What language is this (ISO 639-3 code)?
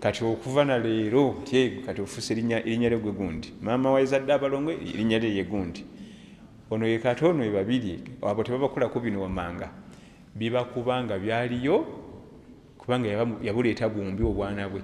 lug